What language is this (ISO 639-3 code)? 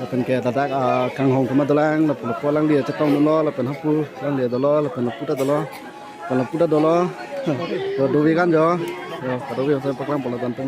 mjw